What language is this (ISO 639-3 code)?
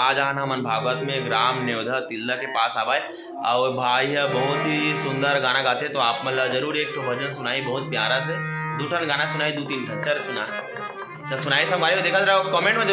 hne